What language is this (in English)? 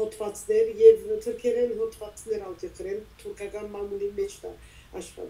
Western Armenian